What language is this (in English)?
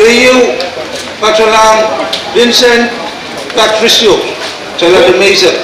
Pohnpeian